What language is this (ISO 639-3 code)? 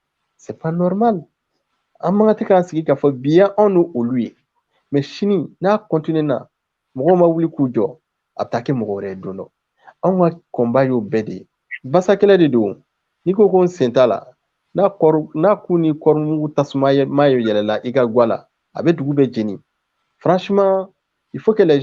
bam